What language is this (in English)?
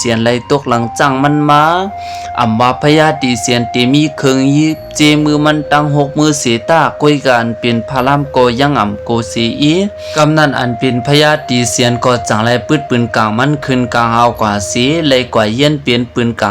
Shan